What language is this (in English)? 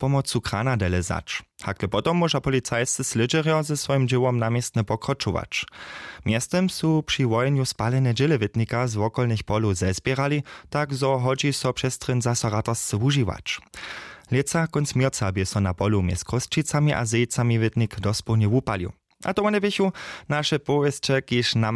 Upper Sorbian